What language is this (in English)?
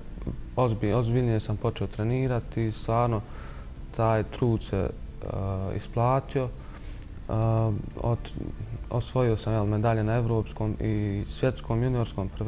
Bosnian